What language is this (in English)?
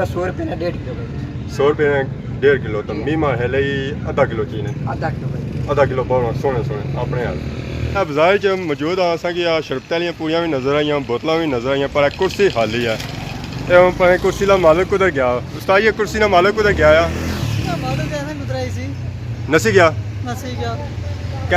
Pahari-Potwari